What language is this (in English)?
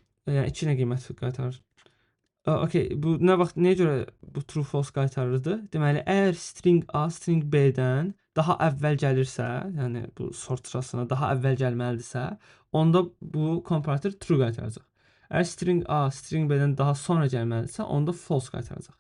Azerbaijani